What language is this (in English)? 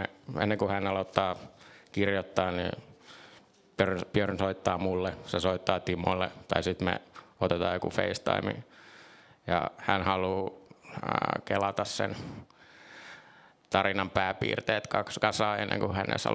Finnish